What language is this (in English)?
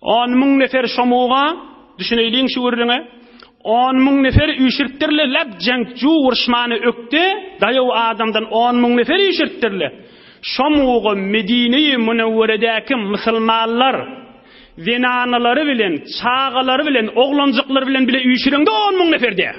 Turkmen